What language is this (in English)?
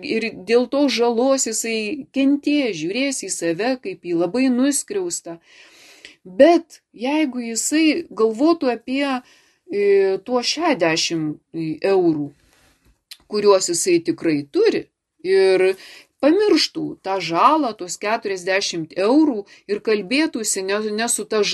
Lithuanian